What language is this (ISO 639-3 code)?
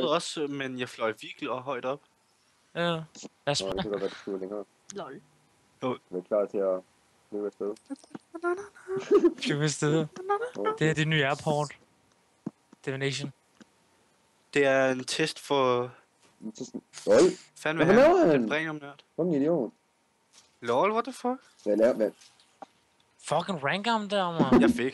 dan